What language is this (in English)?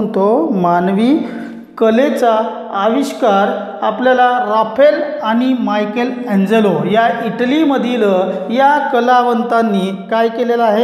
Marathi